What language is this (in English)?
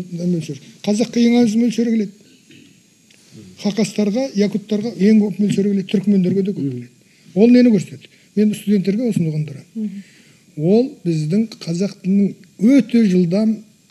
Kazakh